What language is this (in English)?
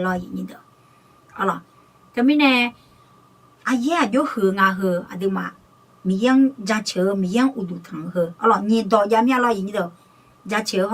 Akha